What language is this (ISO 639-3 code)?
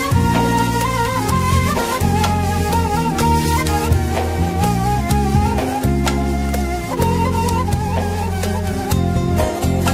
tur